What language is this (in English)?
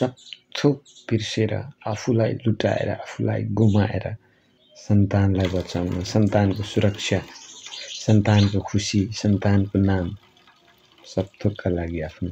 Nepali